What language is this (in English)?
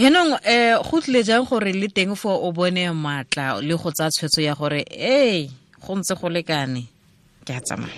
Tswana